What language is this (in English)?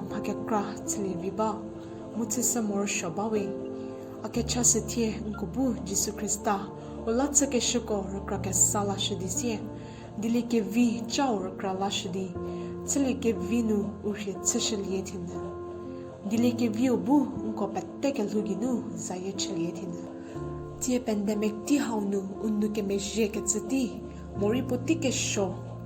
Angami Naga